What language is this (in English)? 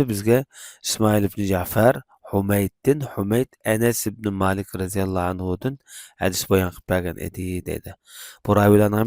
Uyghur